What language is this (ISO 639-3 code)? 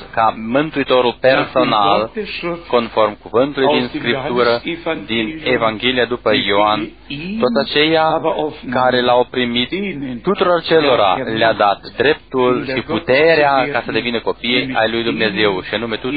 ron